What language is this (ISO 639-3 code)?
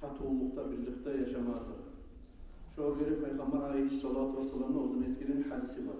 kum